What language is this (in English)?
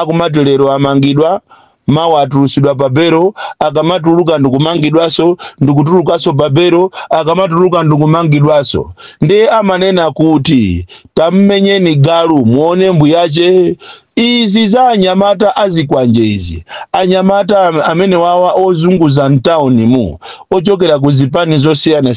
Nyanja